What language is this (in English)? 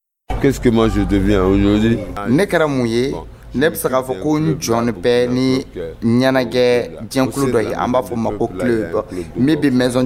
Dyula